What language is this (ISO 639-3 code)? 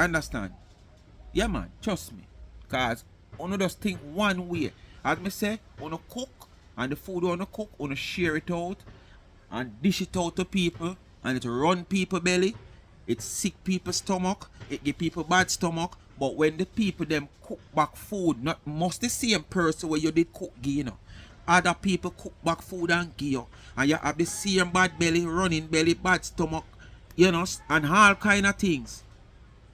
jam